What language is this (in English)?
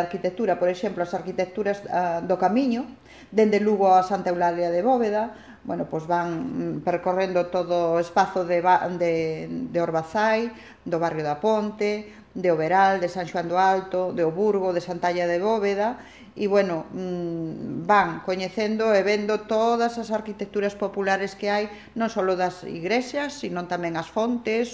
Galician